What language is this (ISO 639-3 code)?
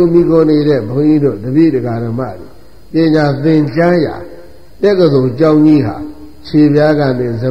mya